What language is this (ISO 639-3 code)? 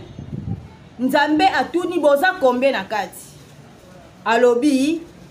lin